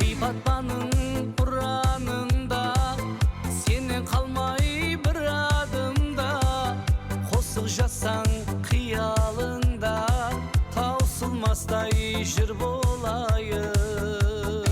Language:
Kara-Kalpak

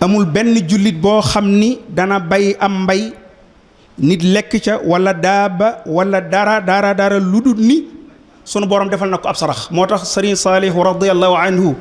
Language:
Wolof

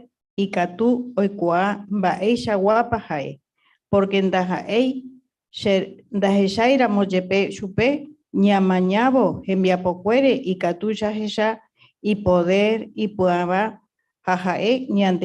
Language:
Guarani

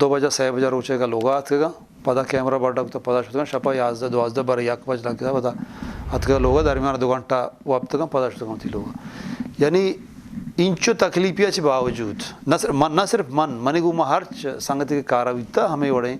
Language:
Eastern Balochi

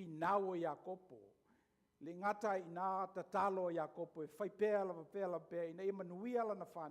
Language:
Samoan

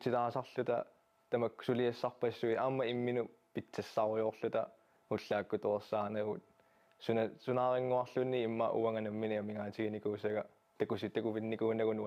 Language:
Kalaallisut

